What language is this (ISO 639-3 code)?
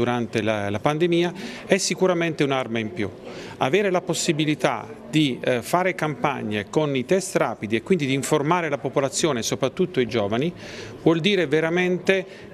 ita